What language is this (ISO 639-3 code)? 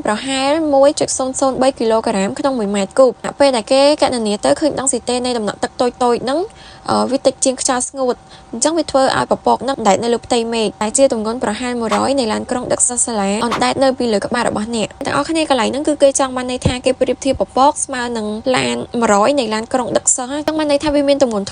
khm